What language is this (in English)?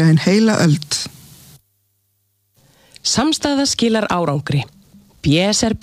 Icelandic